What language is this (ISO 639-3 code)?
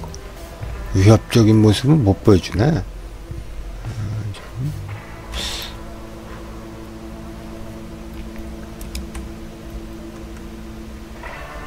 kor